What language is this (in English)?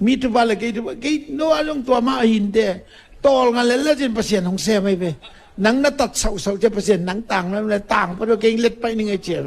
Tedim Chin